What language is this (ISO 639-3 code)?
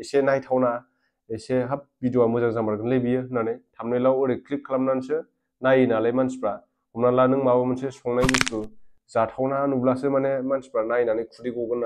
brx